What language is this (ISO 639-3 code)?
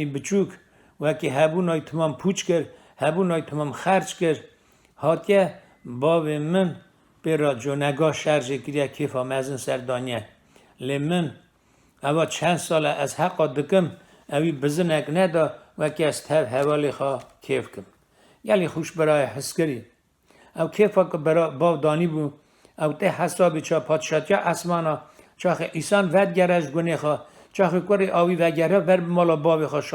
kur